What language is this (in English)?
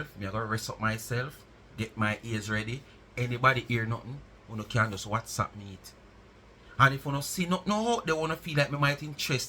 Jamaican Creole English